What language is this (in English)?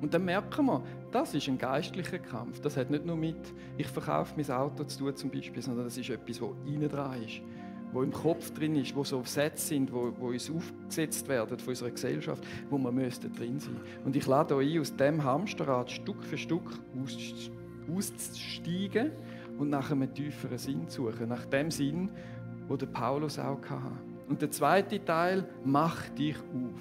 Swiss German